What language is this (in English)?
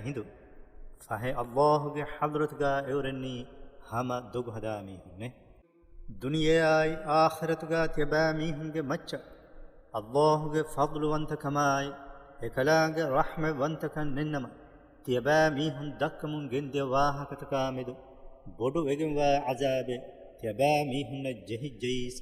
Divehi